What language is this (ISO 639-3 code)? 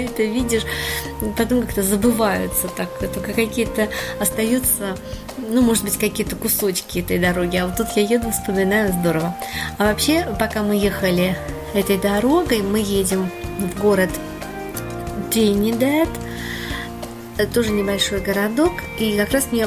rus